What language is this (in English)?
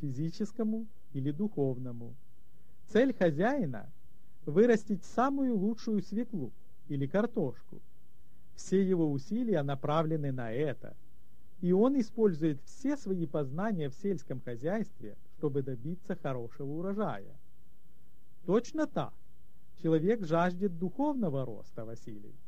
Russian